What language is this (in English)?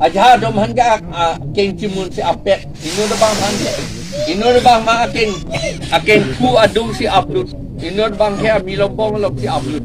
Karbi